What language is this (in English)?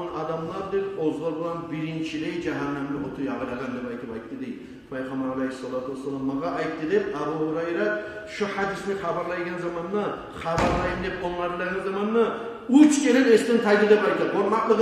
Kumyk